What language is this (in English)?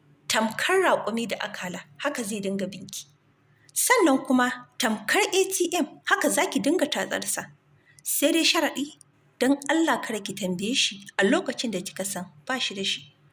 Hausa